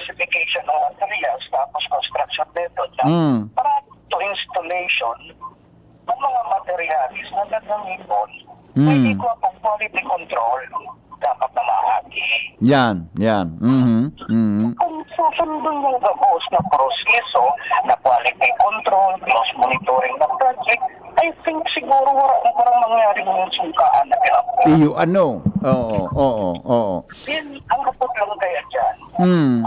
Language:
Bikol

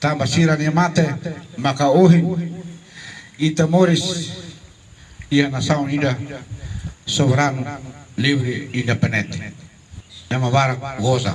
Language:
Tetum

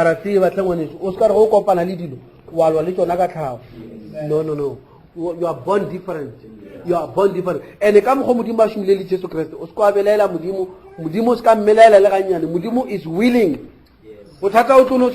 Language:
Northern Sotho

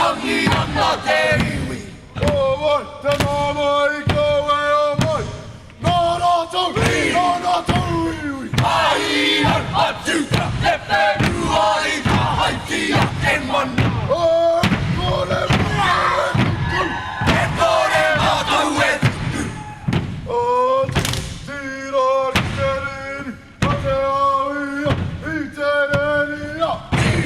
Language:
Māori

